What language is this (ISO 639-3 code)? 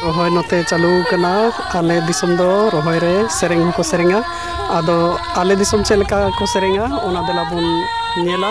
sat